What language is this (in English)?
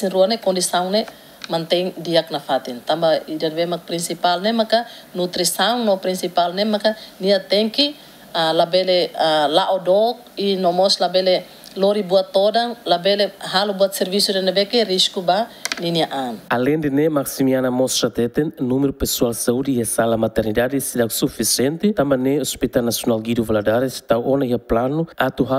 Tetum